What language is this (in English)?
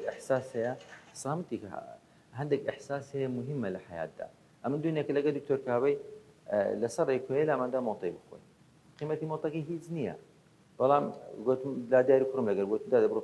Central Kurdish